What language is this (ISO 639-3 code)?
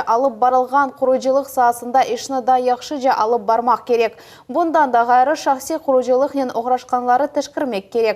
crh